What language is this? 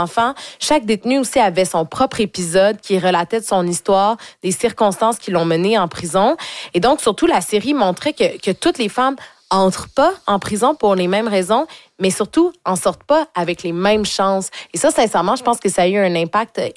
French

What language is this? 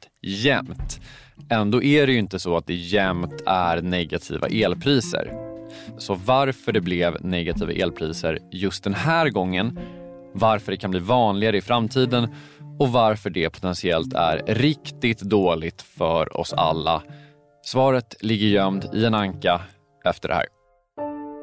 Swedish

